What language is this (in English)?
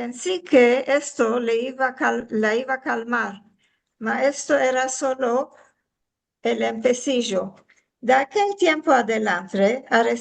Ladino